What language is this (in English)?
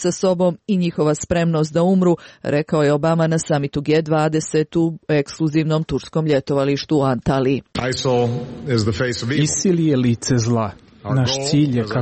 Serbian